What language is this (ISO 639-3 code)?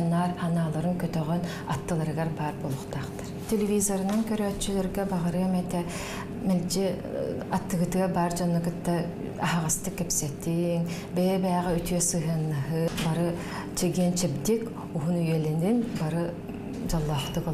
sah